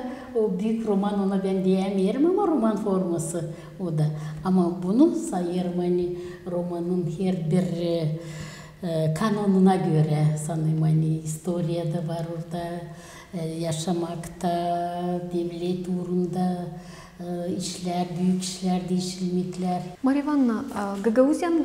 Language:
Gagauz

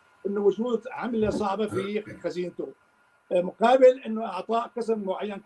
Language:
North Levantine Arabic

